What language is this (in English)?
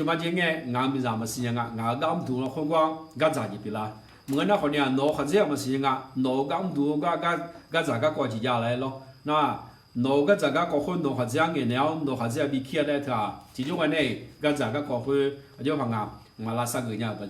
Akha